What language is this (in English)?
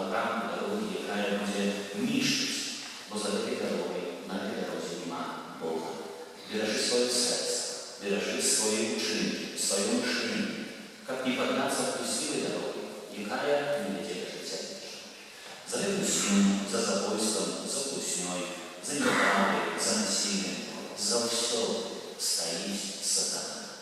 Belarusian